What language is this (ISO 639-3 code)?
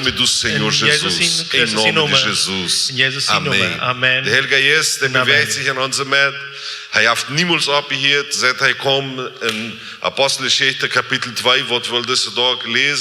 pdt